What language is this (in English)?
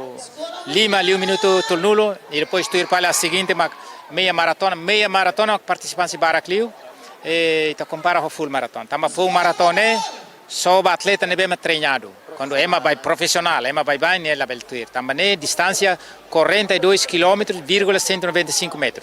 Tetum